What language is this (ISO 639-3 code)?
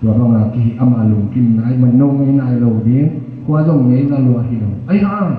ctd